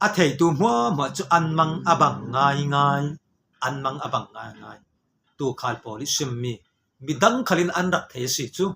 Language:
Falam Chin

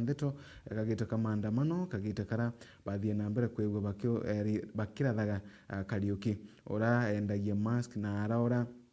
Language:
Meru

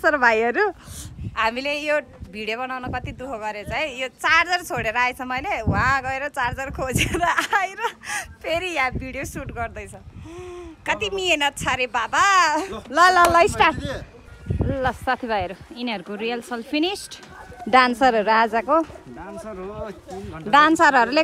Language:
Nepali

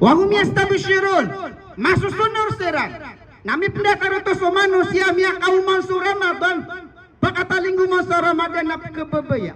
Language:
Maranao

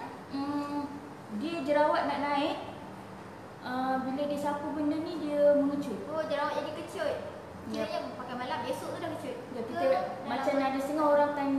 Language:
Malay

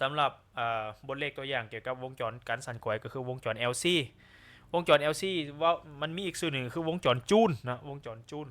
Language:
Lao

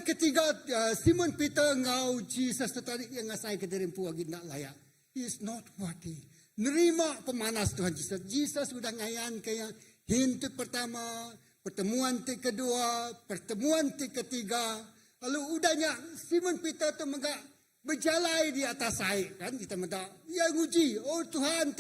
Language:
Iban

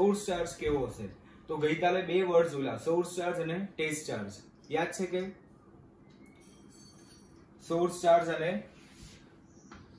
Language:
Gujarati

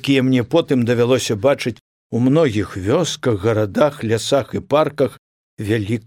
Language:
Belarusian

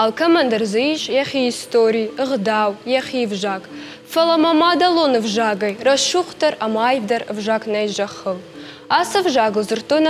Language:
Ossetic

